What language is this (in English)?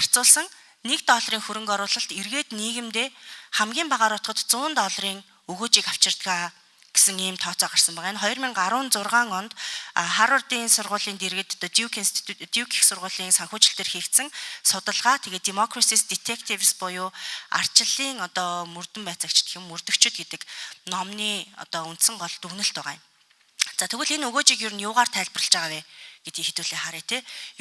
Mongolian